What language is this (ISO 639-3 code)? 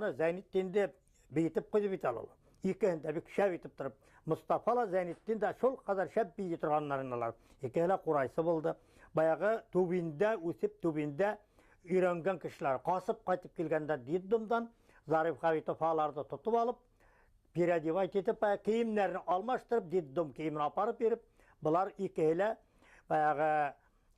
bak